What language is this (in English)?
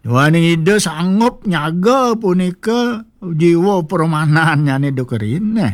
Balinese